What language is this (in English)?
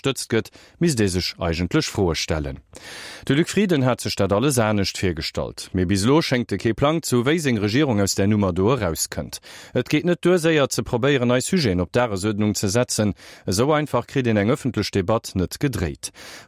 Luxembourgish